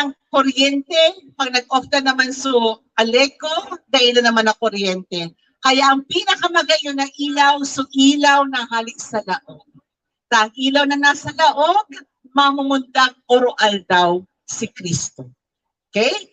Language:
Bikol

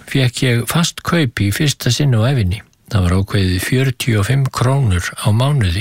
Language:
Icelandic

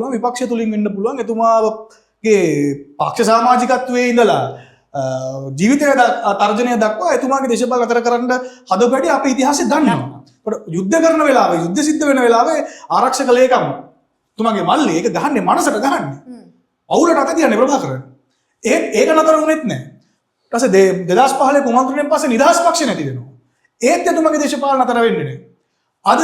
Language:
Sinhala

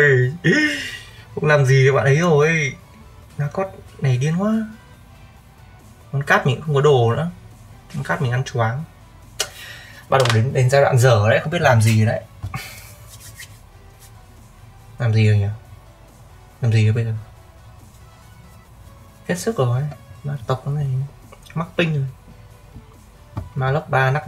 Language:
Vietnamese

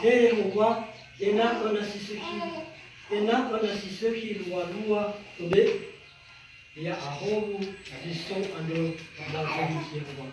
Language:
Nias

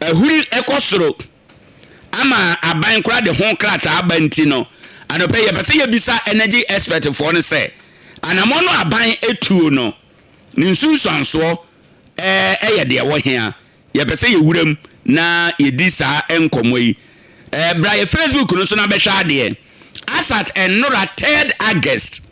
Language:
Akan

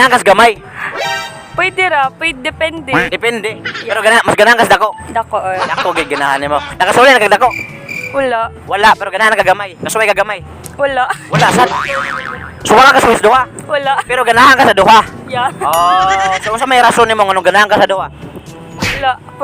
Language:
Cebuano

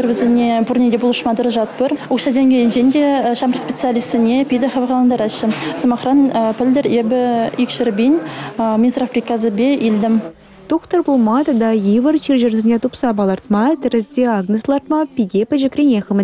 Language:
Chuvash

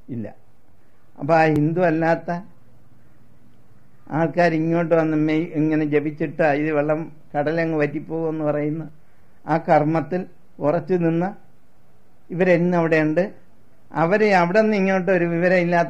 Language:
Malayalam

